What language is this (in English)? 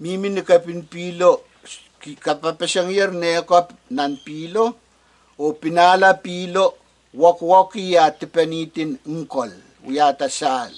Pohnpeian